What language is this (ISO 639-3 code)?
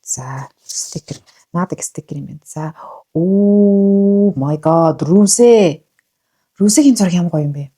mon